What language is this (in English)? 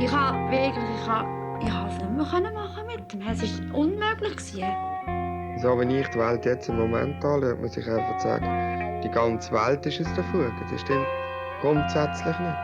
Swiss German